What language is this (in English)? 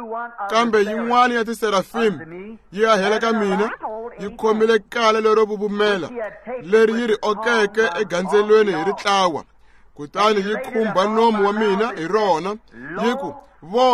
Tsonga